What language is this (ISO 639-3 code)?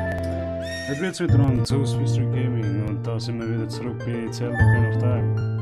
gsw